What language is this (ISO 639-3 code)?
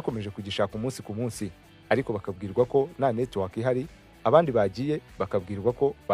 kin